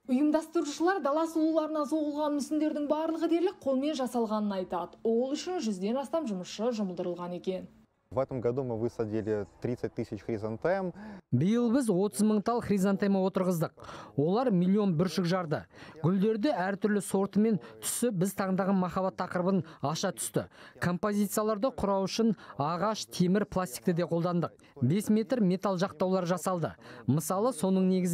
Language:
Kazakh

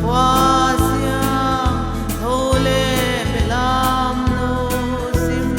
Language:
Paite Chin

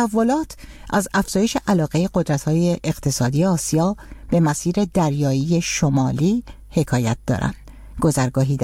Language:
Persian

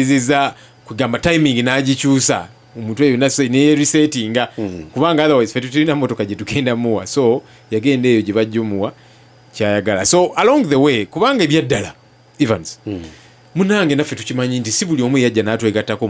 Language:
Ganda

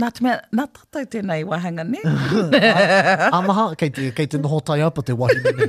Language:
Māori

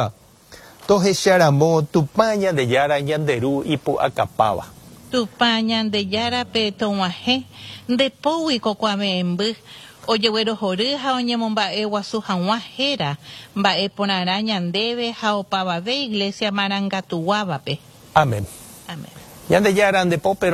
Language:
Guarani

